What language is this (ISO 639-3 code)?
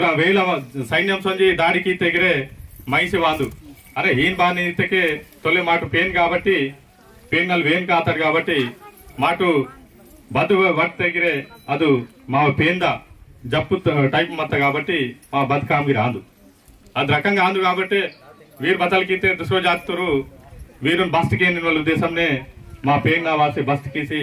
esg